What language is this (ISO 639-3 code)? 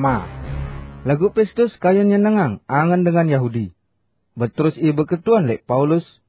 sas